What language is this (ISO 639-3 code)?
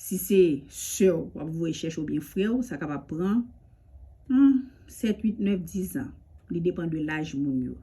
hat